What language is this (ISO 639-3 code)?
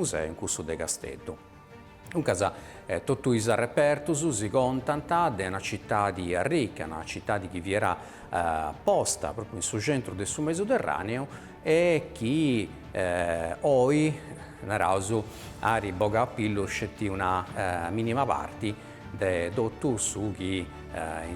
srd